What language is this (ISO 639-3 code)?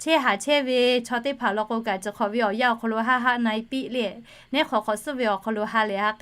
lhu